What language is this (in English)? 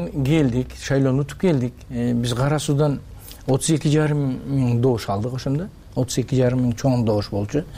Kyrgyz